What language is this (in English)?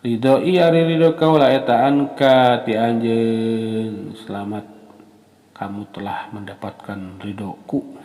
Sundanese